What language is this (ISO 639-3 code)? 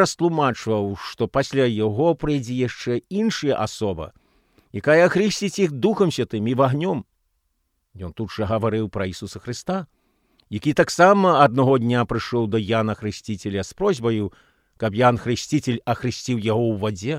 bel